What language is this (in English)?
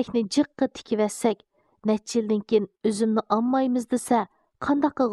Uyghur